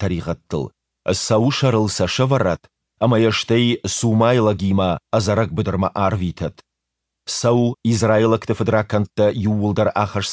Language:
Ossetic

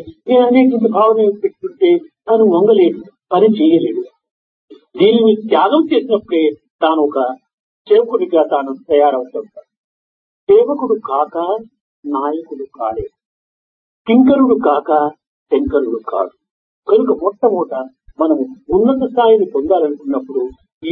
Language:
Telugu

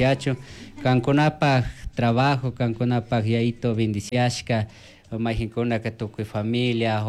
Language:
Chimborazo Highland Quichua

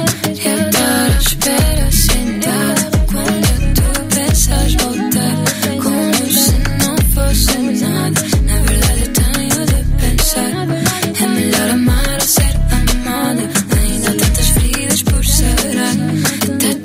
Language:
Portuguese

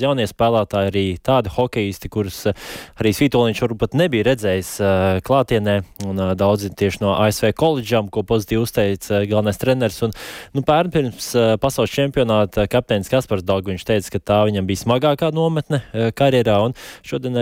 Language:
Latvian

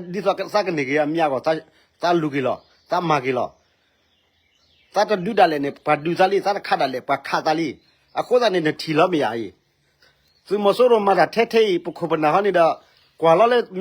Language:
S'gaw Karen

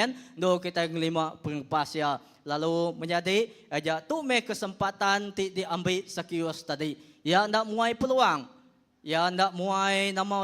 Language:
Iban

